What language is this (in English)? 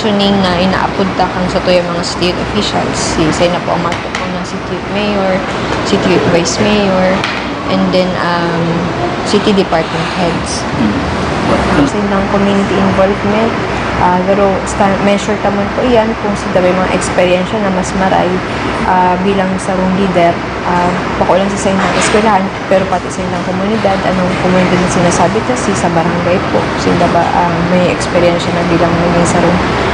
Bikol